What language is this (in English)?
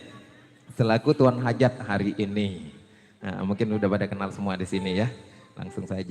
Betawi